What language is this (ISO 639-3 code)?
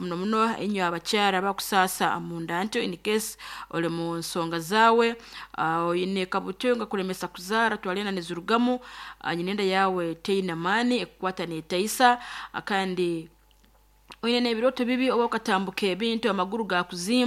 nyn